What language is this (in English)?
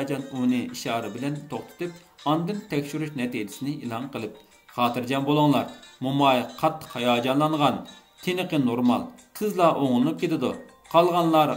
Uyghur